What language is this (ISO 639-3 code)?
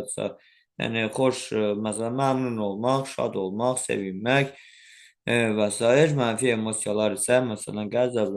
aze